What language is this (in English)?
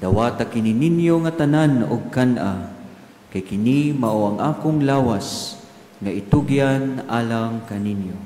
Cebuano